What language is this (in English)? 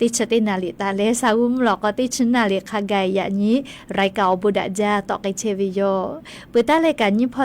Lahu